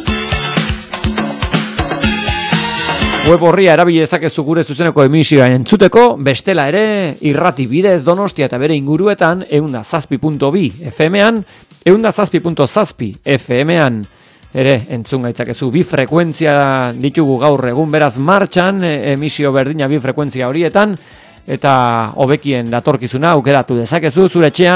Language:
Basque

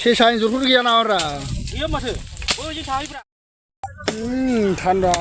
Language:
Bodo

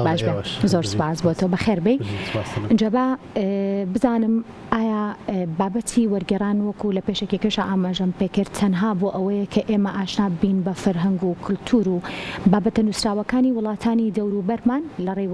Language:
Central Kurdish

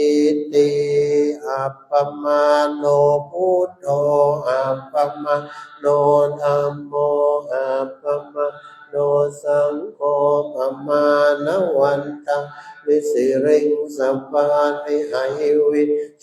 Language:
Pali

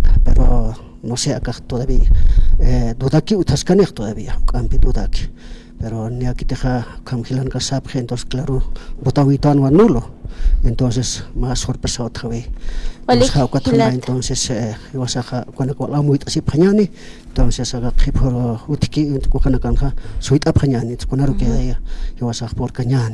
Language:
Aymara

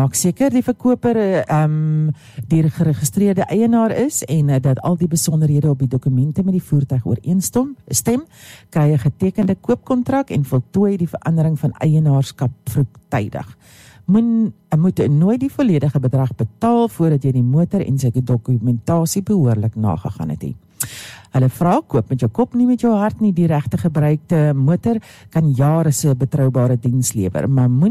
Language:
Afrikaans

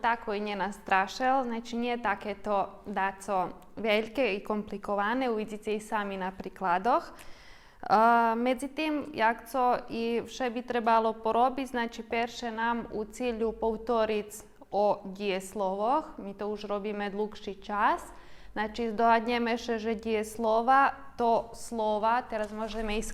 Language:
Rusyn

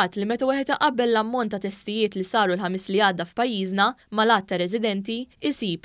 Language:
Maltese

